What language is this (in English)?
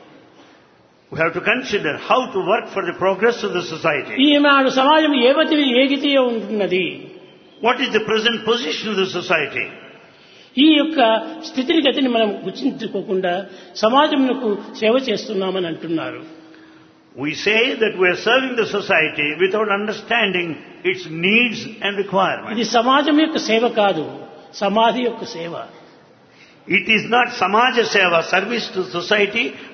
Telugu